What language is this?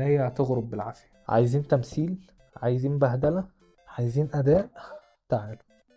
Egyptian Arabic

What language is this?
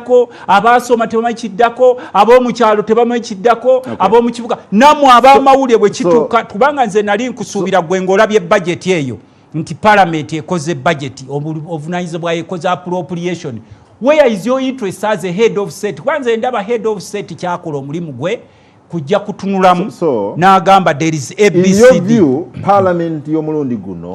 Ganda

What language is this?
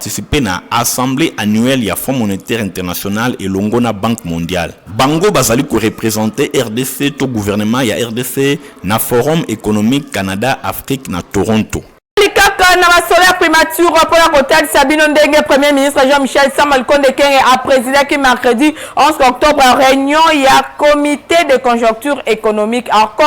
Lingala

